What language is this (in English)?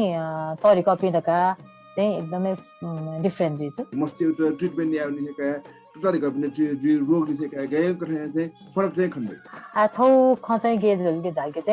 Newari